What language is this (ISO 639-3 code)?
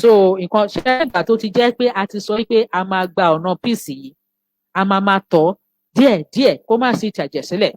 yor